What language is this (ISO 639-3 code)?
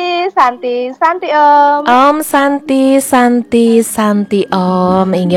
ban